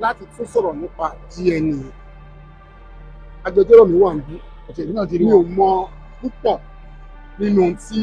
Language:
Yoruba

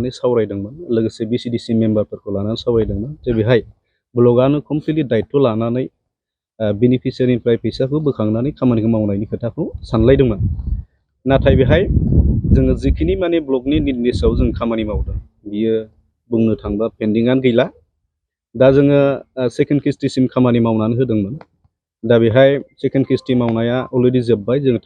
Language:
Bodo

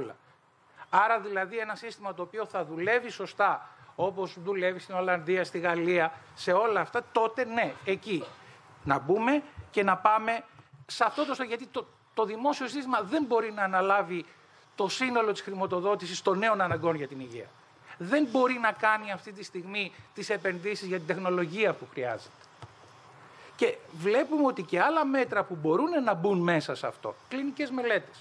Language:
Greek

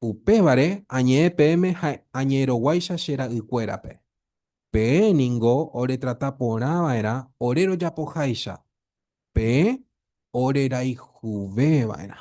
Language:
Guarani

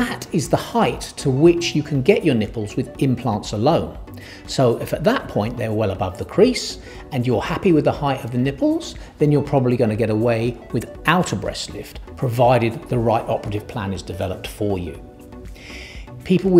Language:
English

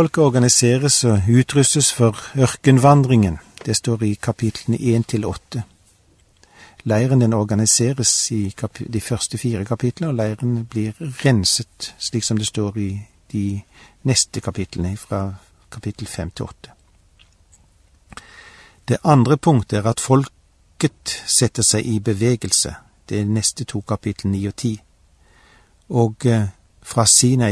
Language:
Norwegian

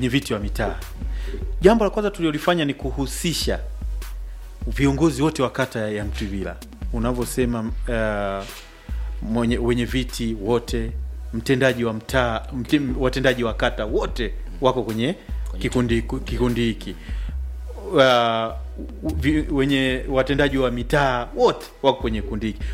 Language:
Swahili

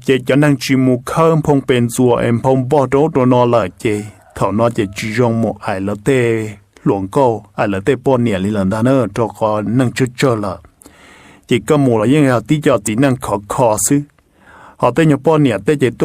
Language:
Hmong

